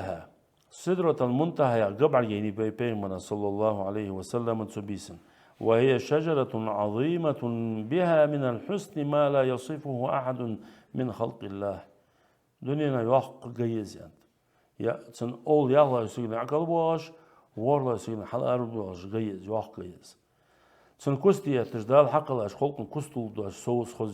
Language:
Ingush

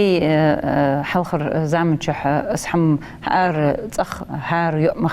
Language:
Ingush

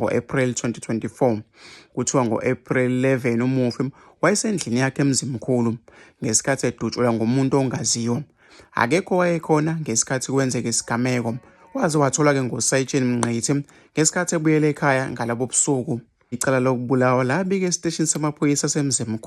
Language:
Zulu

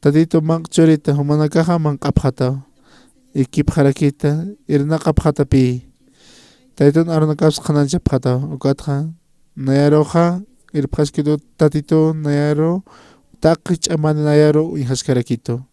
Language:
Aymara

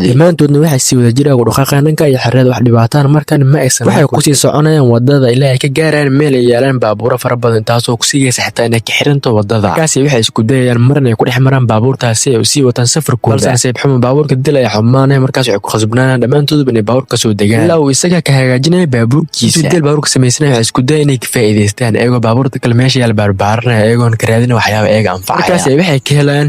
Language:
Somali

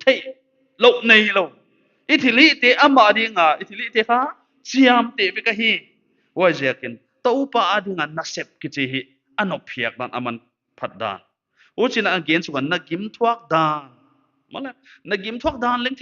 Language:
Paite Chin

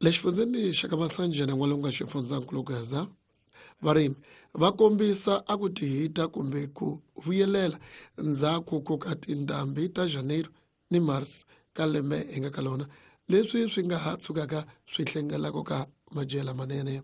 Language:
Tsonga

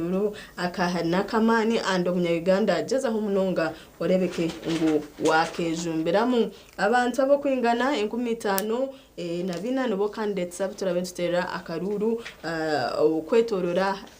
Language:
Nyankole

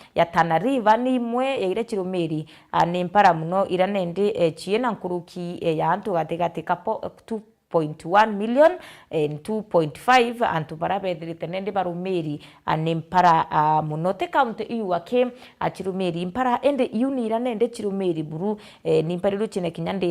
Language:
Meru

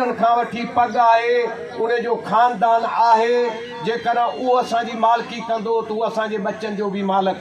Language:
Sindhi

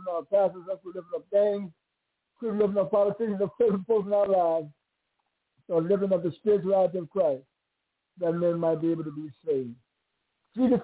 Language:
English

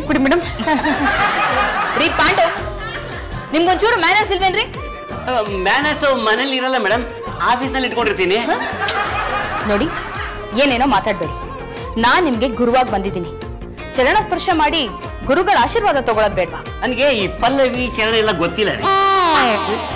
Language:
Kannada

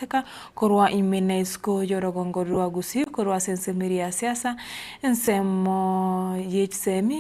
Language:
Gusii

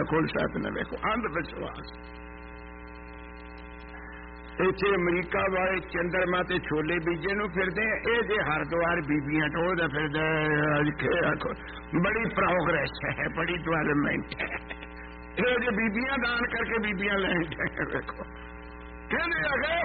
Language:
Punjabi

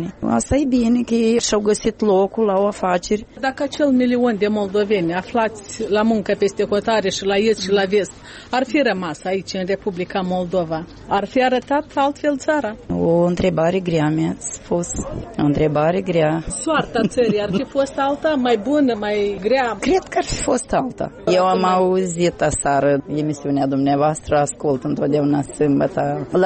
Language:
Romanian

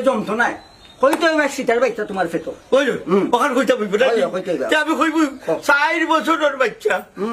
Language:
Sylheti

